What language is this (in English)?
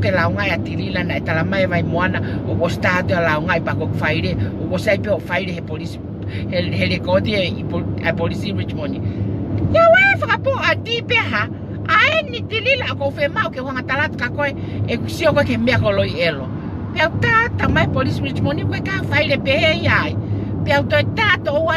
Tongan